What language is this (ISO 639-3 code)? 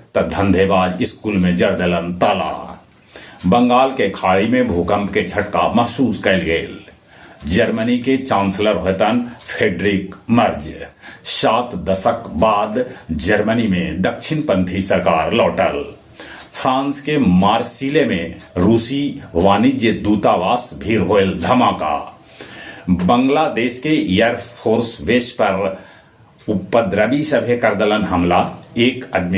mag